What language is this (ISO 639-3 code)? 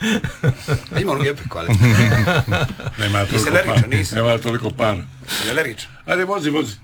hrv